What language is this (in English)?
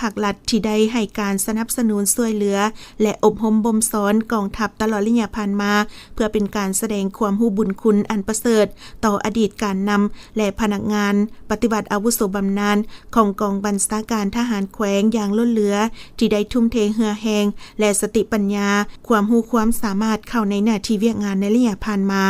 Lao